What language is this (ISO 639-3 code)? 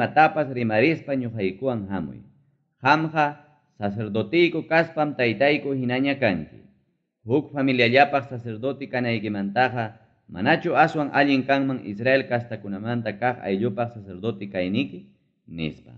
quy